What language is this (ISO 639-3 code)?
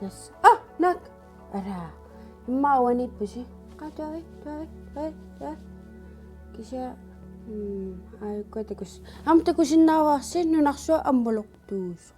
kal